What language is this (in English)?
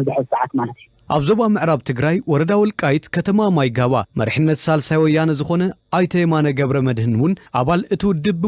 Tigrinya